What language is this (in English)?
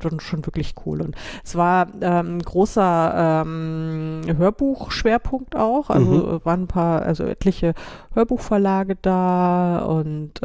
German